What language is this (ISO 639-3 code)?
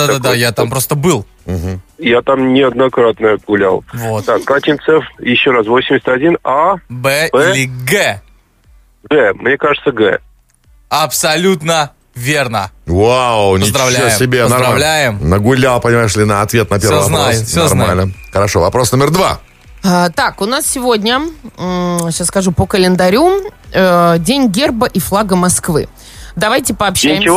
rus